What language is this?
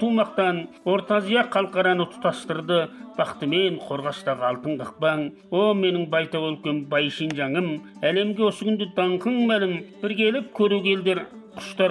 Kazakh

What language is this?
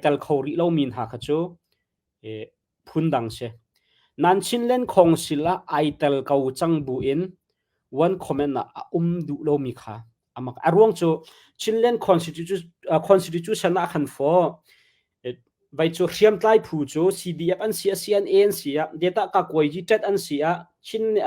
Hakha Chin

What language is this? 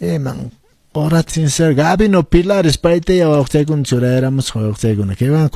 Quechua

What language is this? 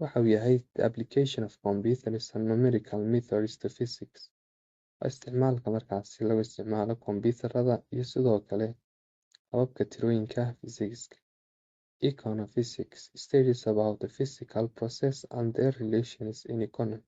Somali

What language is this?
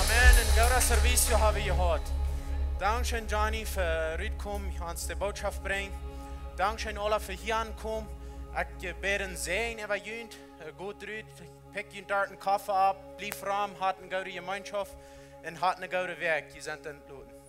Plautdietsch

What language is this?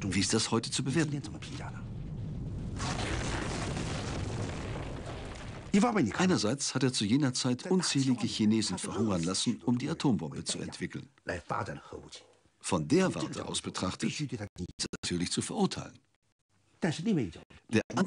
German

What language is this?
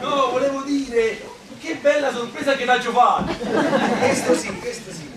Neapolitan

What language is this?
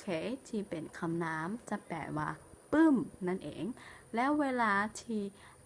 Lao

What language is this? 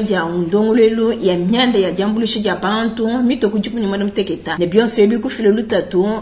Luba-Lulua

